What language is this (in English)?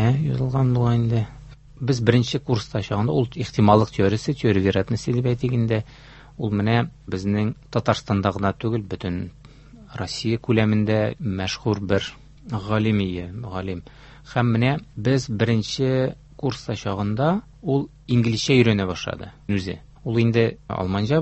Tatar